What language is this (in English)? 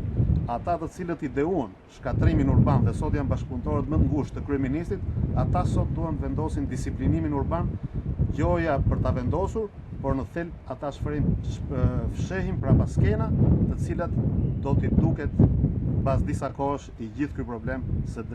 Albanian